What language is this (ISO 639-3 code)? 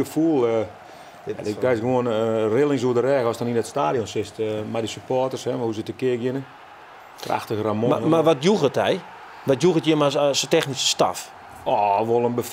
fry